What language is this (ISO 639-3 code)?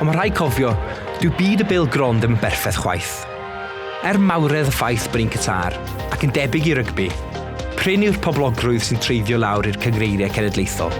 cym